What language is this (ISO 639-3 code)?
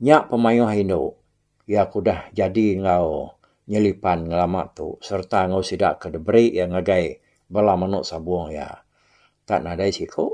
iba